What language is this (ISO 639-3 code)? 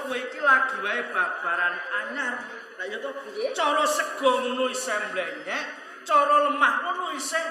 jav